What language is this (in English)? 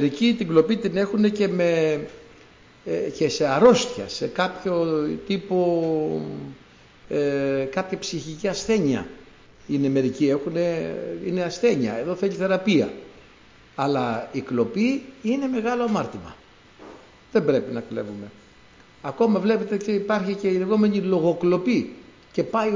Greek